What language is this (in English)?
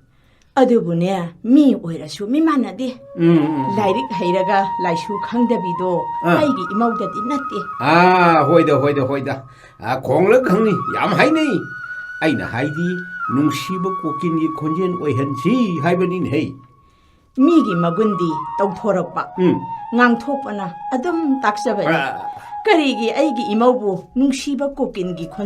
Manipuri